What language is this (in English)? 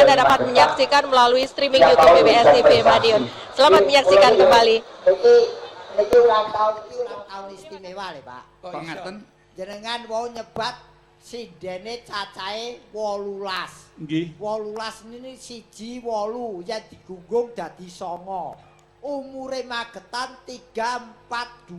Javanese